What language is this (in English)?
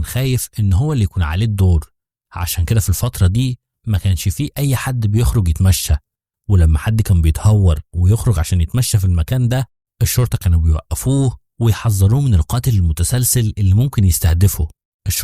Egyptian Arabic